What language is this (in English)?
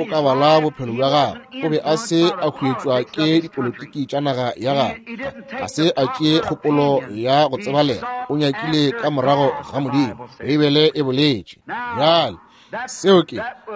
Northern Sotho